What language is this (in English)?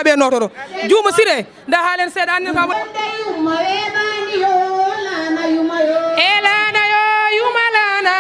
Fula